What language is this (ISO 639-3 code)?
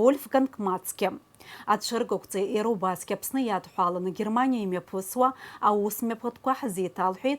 abk